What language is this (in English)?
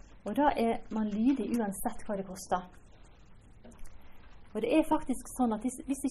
Norwegian